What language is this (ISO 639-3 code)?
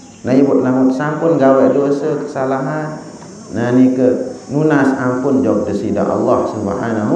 sas